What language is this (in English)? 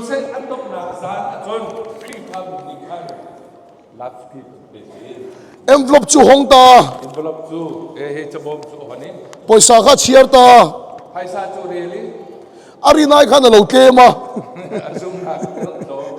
Hakha Chin